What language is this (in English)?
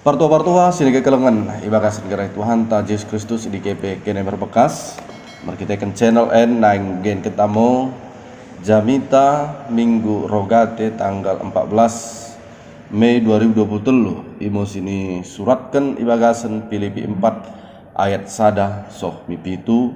Batak Dairi